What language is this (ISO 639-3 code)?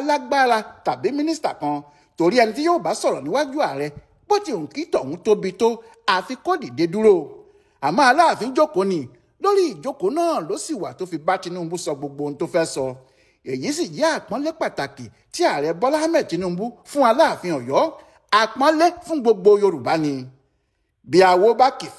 yor